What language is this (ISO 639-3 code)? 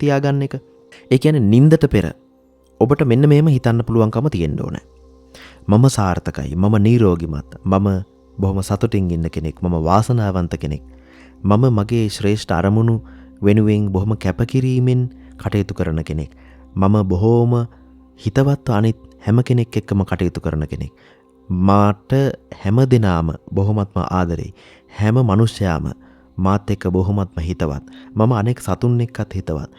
sin